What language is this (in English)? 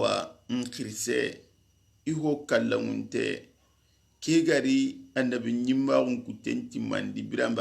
Soninke